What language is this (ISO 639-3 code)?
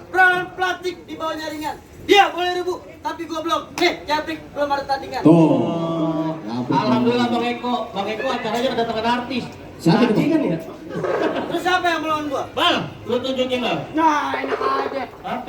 bew